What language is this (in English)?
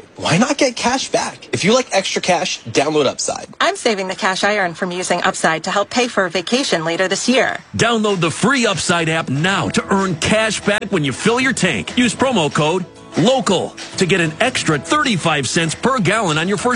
English